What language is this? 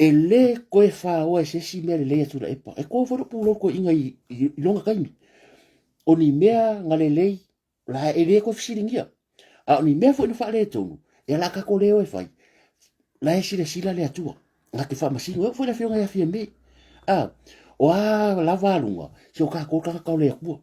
Samoan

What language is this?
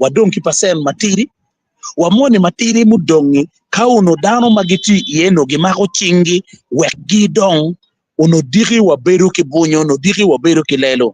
Acoli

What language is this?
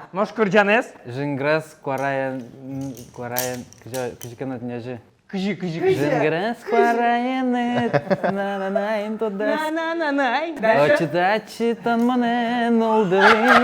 Udmurt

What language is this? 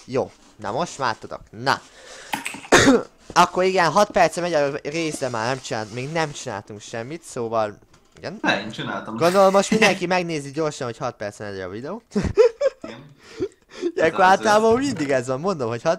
Hungarian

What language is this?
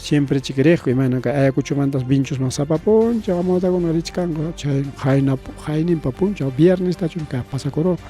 Ayacucho Quechua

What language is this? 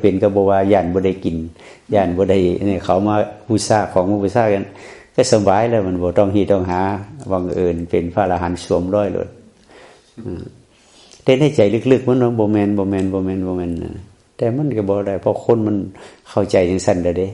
Northeastern Thai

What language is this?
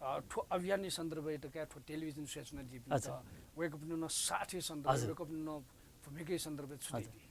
Newari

